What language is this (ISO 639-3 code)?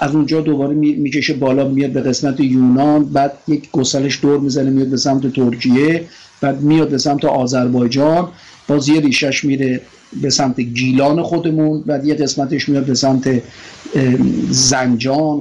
fas